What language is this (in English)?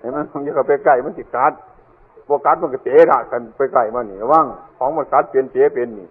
Northeastern Thai